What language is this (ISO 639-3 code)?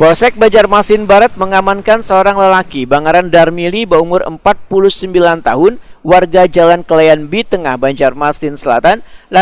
bjn